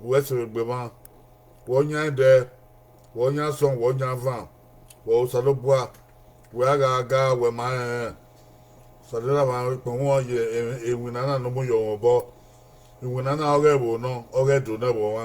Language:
Bini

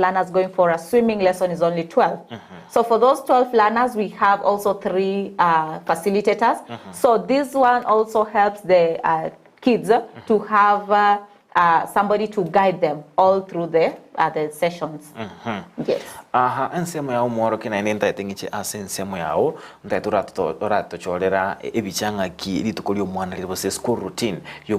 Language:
Gusii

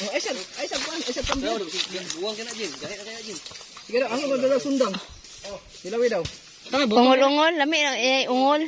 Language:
Cebuano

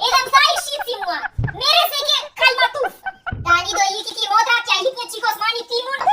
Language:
Albanian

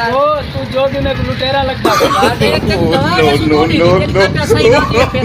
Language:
Saraiki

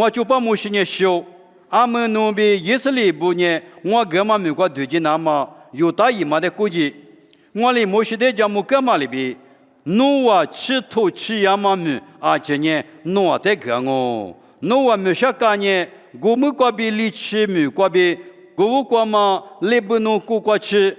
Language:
Lisu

